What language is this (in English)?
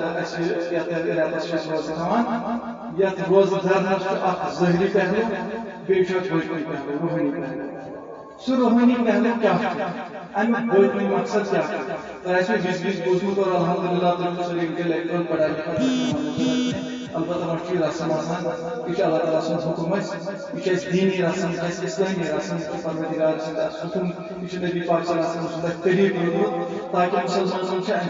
Kashmiri